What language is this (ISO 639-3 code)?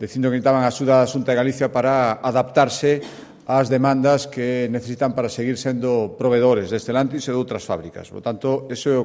glg